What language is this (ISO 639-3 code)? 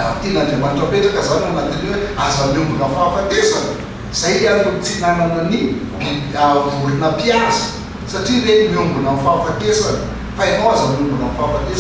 mlg